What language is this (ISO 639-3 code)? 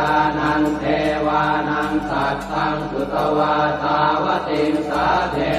pli